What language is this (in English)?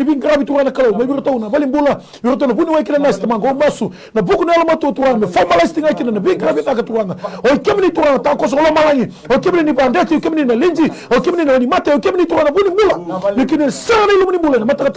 Fijian